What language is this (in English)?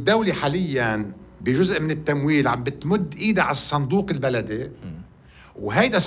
North Levantine Arabic